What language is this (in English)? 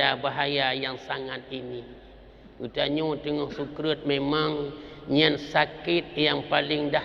Achinese